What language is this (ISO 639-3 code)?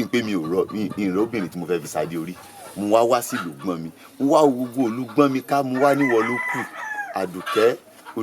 yor